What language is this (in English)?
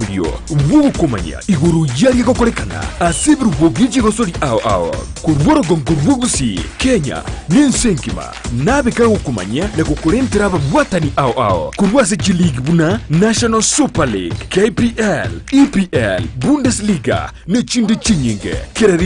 Gusii